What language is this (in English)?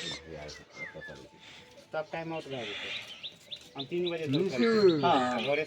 Maithili